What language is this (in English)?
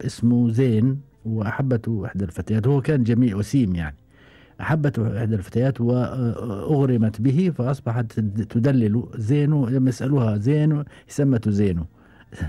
Gulf Arabic